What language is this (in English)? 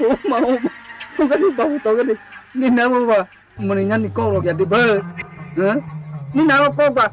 Kok Borok